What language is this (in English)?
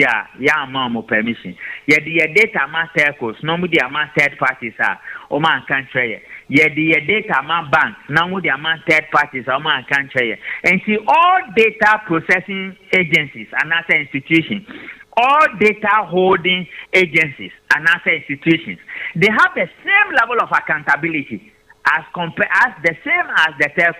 Akan